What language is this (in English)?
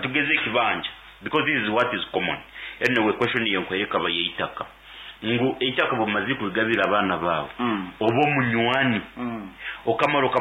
Nyoro